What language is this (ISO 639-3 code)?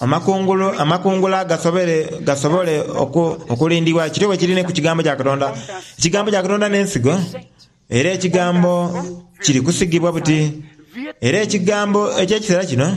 xog